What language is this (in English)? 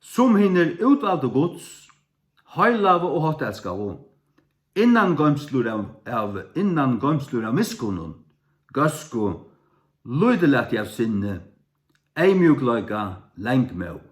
Faroese